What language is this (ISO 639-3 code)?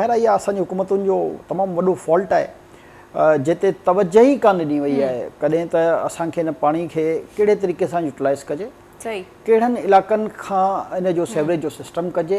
snd